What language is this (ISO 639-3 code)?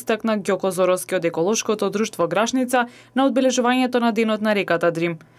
mkd